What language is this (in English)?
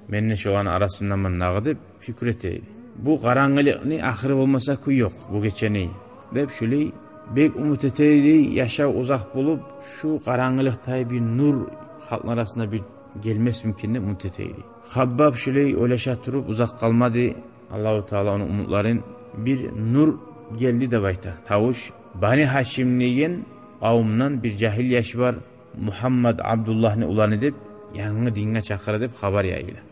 Kumyk